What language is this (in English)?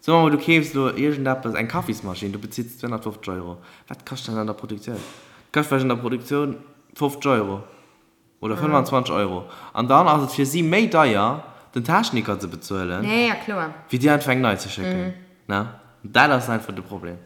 Luxembourgish